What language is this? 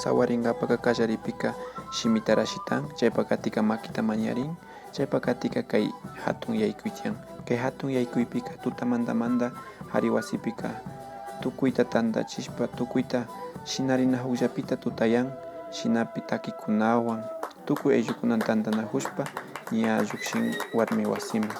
Imbabura Highland Quichua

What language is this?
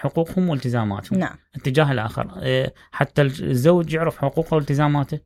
Mesopotamian Arabic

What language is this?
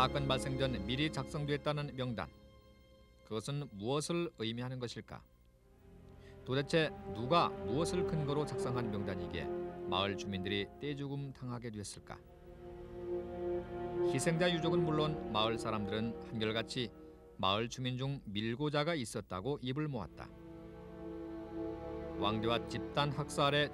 Korean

